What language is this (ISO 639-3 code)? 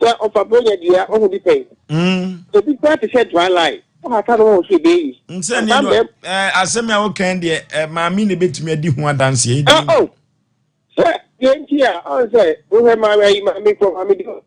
aka